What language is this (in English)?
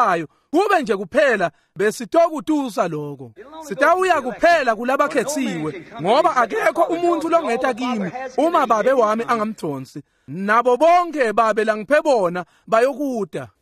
Swati